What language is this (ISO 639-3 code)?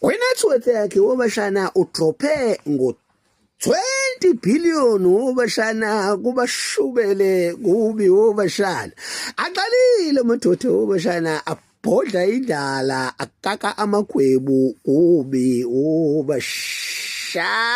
zul